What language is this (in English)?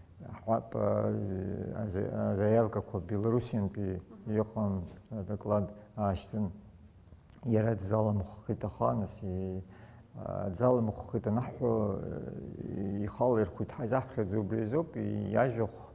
Abkhazian